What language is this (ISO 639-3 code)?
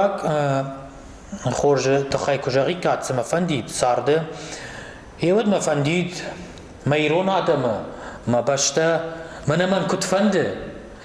oss